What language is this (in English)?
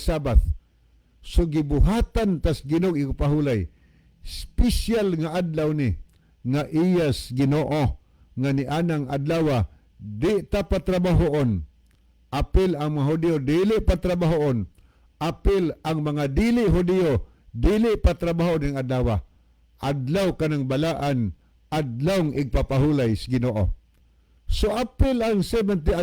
Cebuano